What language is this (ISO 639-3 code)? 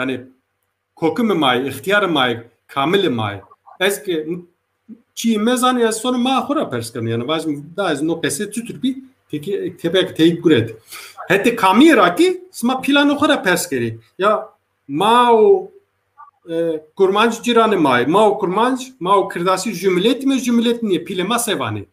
zza